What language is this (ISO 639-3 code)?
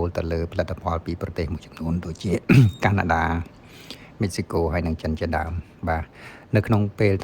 khm